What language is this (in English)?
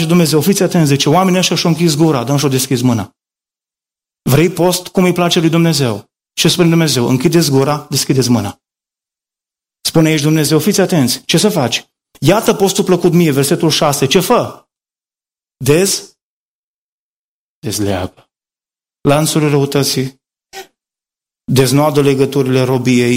Romanian